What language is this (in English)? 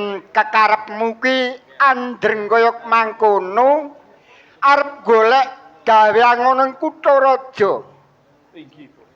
Javanese